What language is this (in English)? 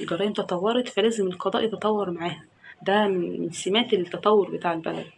Egyptian Arabic